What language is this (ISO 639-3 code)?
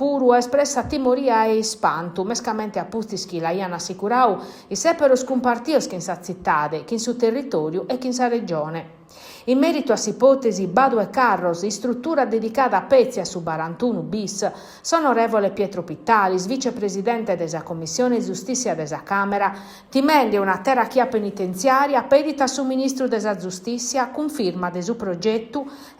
srd